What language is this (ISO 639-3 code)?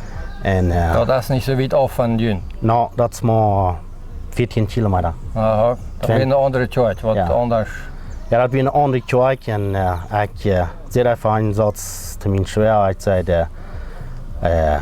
pdt